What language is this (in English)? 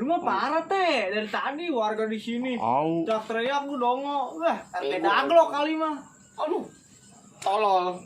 Betawi